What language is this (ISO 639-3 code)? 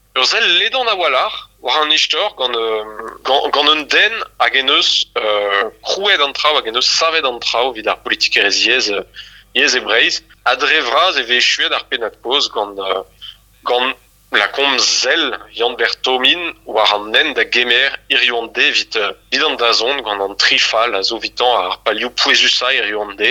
bre